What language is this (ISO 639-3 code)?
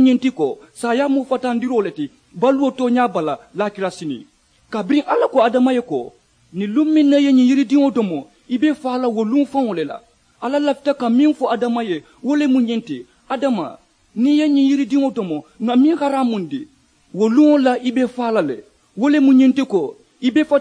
man